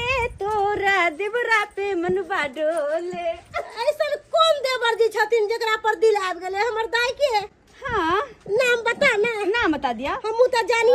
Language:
Maithili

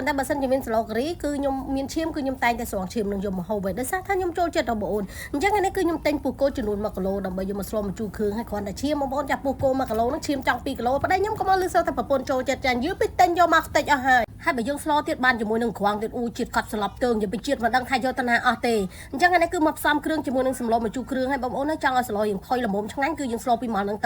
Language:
Khmer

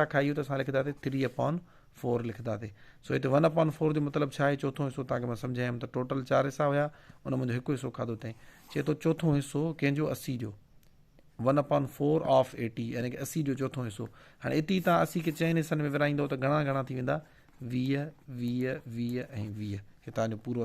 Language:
Sindhi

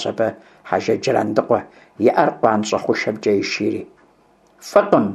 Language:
Kabardian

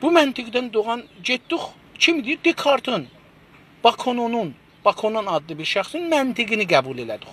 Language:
South Azerbaijani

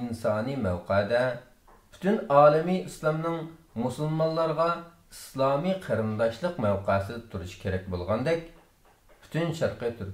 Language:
Uyghur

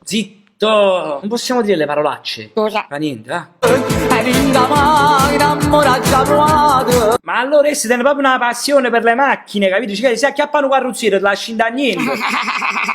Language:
Neapolitan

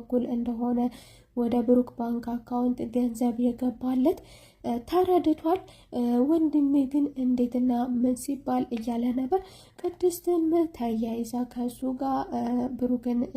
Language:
Amharic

